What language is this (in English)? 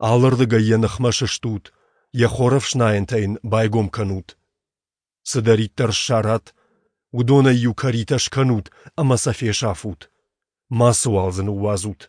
Ossetic